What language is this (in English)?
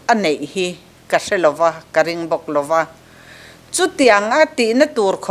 Mizo